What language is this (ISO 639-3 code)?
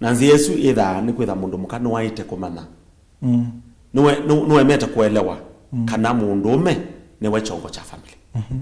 kam